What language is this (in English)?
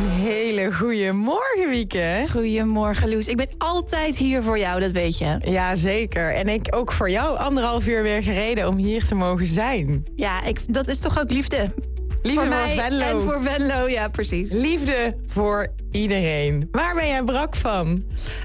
Dutch